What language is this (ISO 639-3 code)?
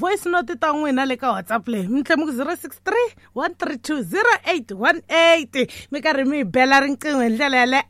tso